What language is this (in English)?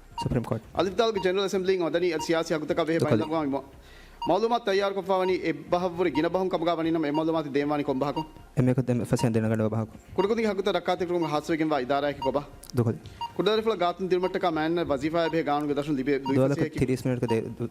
Divehi